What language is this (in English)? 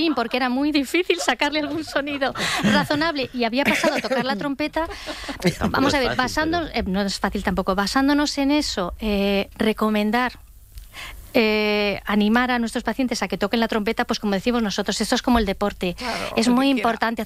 Spanish